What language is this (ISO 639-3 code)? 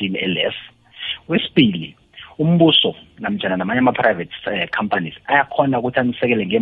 nbl